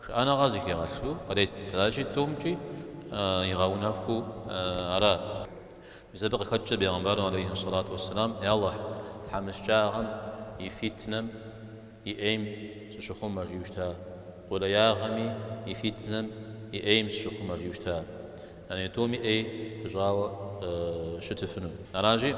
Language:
Kabardian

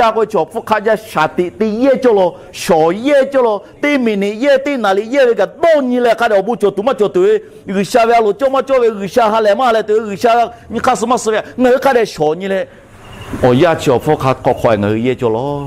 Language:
Lahu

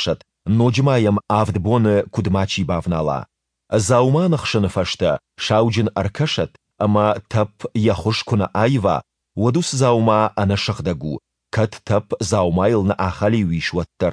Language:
Ossetic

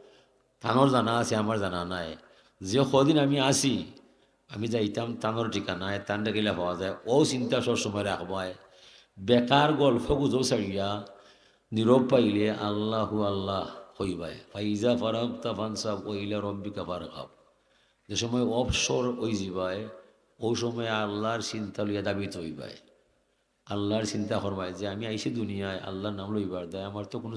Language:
Sylheti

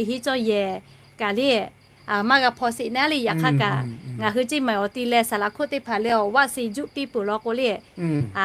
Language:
Lahu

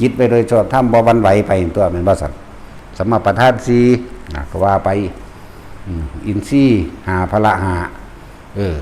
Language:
Northeastern Thai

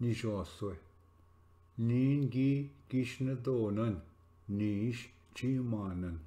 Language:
Ojibwa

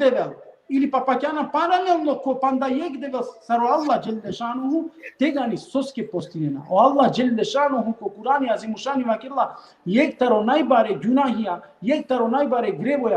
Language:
Balkan Romani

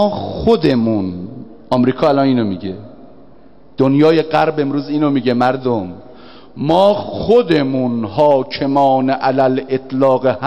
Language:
Persian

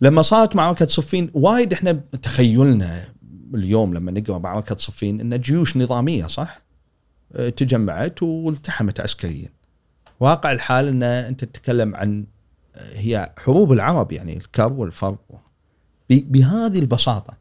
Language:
Gulf Arabic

